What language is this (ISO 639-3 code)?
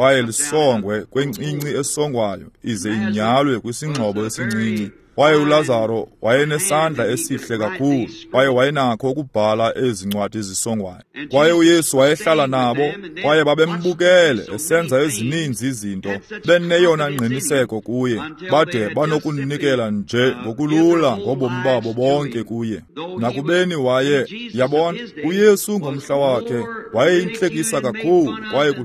xho